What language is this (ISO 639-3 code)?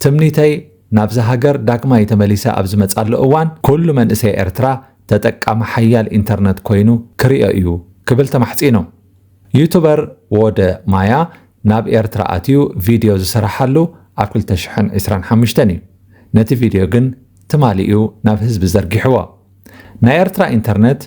tir